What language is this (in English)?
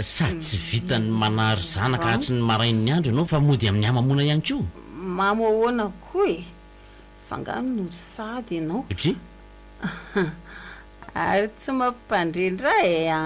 Malagasy